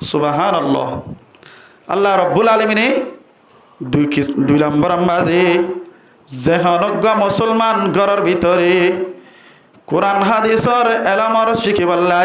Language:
Rohingya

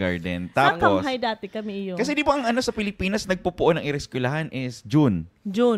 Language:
Bikol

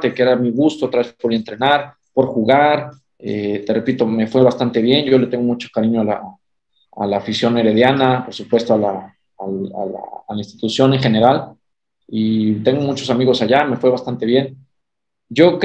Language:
Spanish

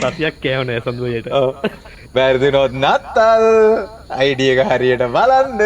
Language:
Sinhala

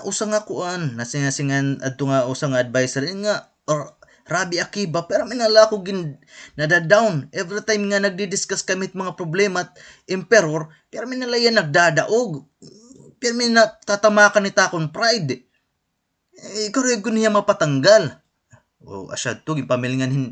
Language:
Waray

